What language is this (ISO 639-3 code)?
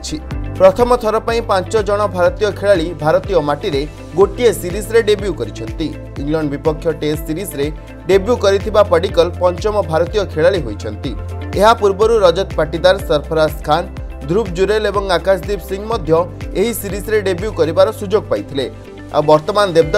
ori